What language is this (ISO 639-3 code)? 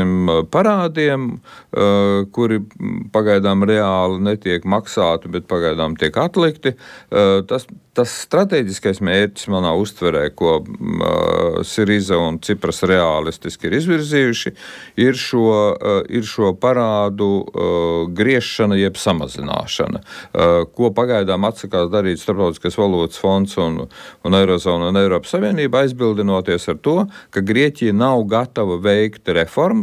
lav